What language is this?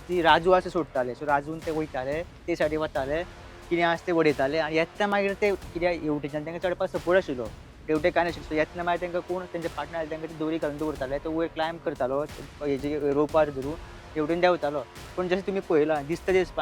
Konkani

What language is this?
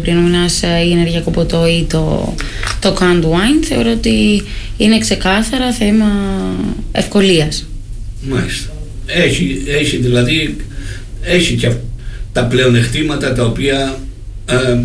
Greek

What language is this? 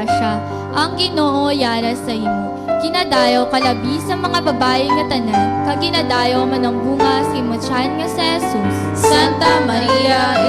Hiligaynon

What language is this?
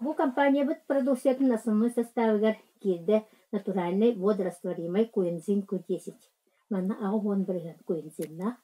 Yakut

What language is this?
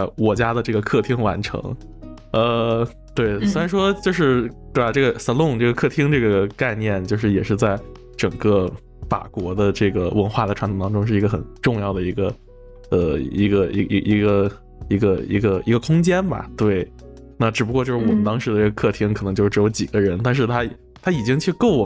Chinese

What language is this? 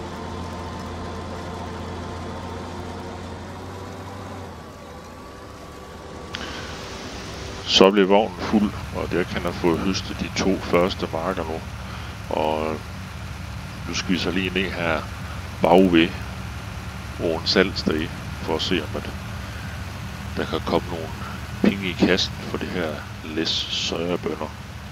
Danish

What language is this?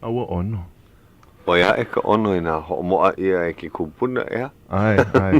Hawaiian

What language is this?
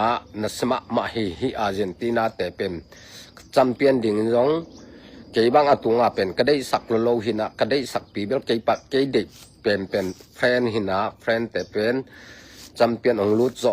Tedim Chin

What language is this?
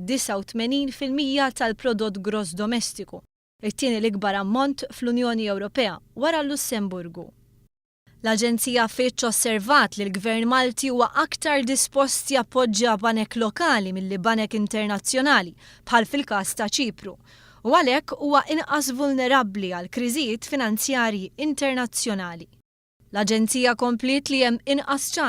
Maltese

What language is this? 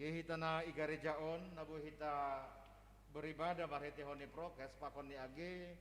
Batak Simalungun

